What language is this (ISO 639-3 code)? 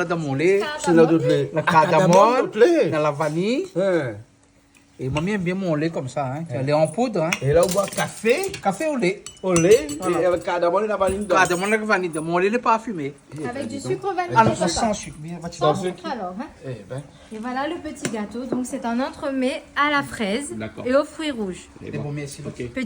rcf